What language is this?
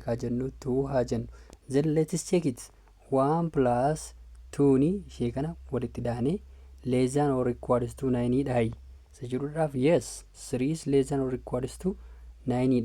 Oromo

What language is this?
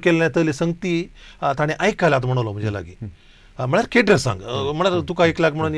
Konkani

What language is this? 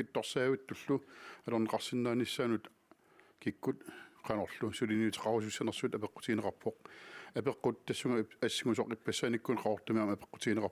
Kalaallisut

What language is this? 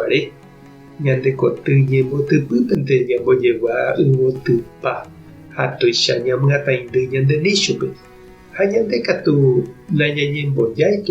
Guarani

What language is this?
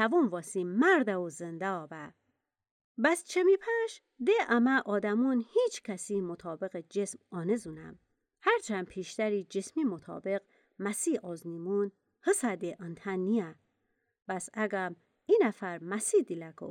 Gilaki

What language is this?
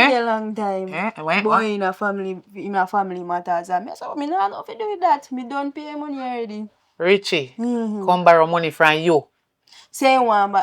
Jamaican Creole English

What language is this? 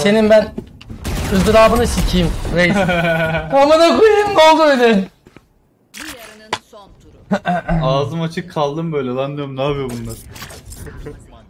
Turkish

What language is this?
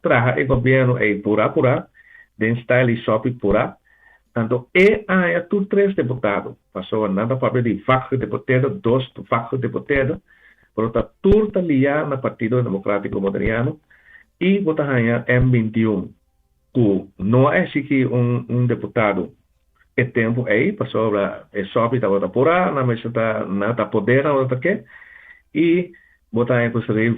Papiamento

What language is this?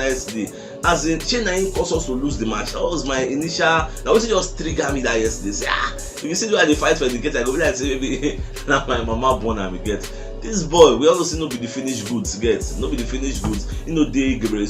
Nigerian Pidgin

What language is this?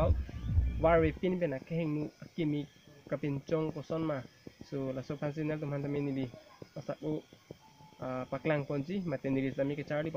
Karbi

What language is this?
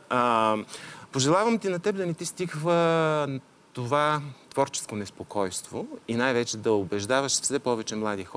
Bulgarian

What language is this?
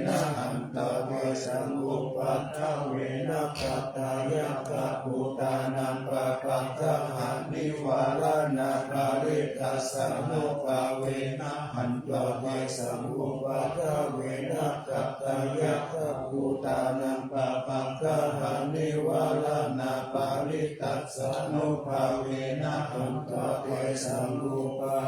Pali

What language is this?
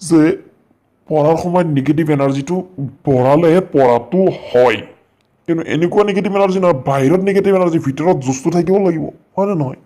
Assamese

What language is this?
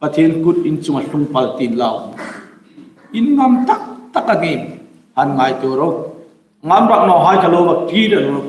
Hmar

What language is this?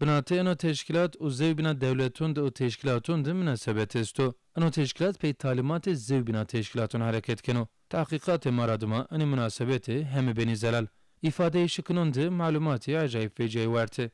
Zaza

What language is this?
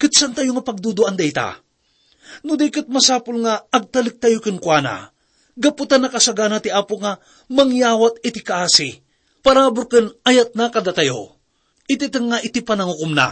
Iloko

